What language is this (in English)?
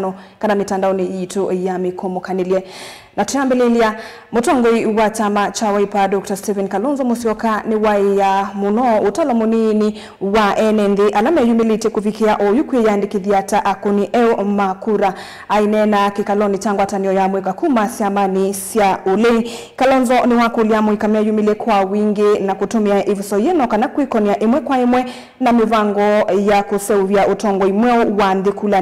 Kamba